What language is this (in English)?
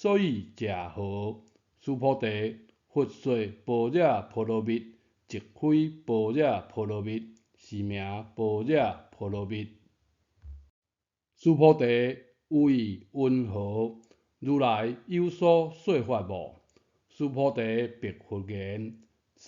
Min Nan Chinese